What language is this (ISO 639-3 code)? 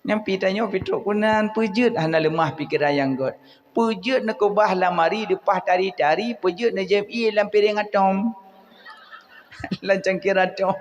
ace